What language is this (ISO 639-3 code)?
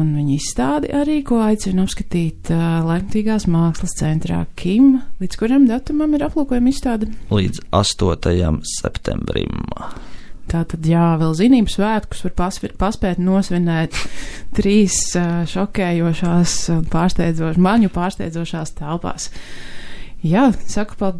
lav